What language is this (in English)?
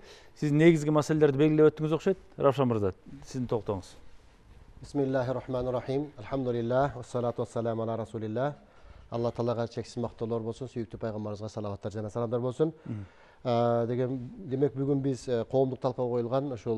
Kyrgyz